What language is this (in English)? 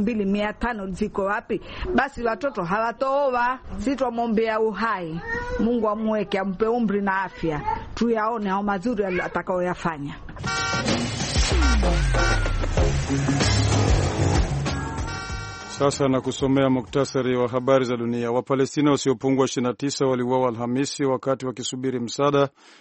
Swahili